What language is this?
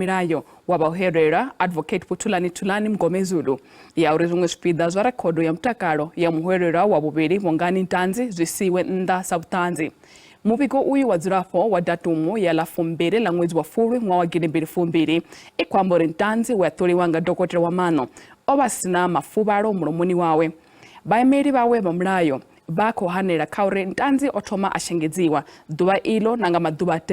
Venda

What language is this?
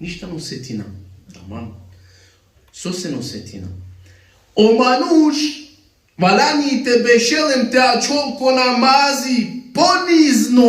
Balkan Romani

